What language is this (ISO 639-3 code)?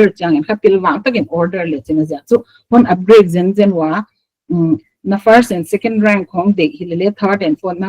pck